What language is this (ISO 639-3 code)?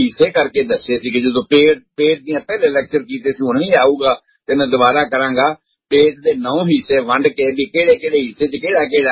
pan